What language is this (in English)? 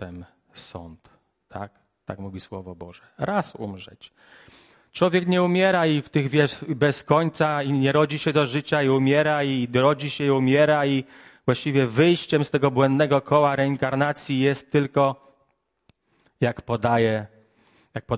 Polish